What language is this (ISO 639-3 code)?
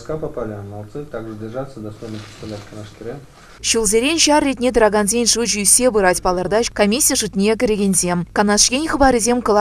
chv